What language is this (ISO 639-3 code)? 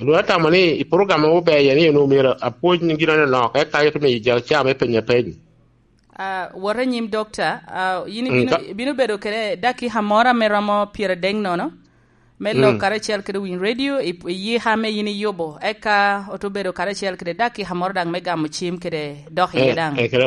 laj